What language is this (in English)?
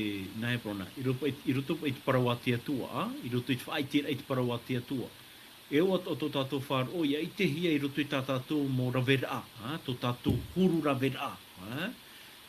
Tahitian